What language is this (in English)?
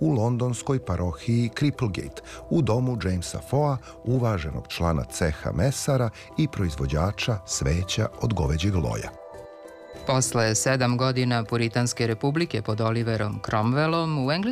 Serbian